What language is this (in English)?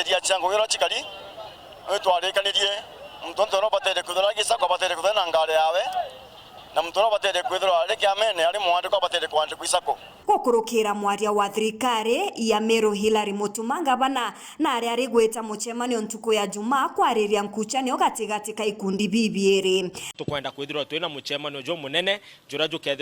Meru